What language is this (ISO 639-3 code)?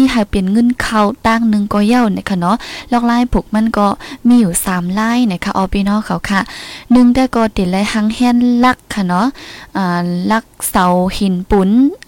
tha